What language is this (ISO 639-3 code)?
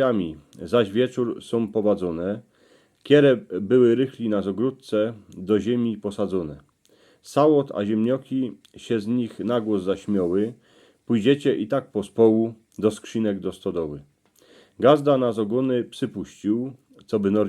szl